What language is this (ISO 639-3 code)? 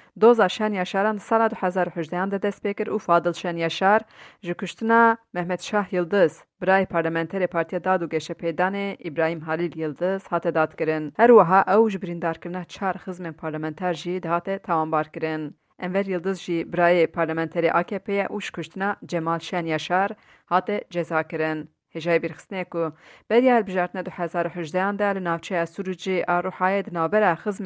kur